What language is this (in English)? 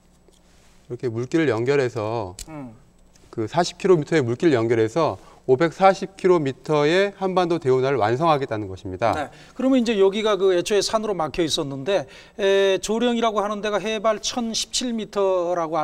Korean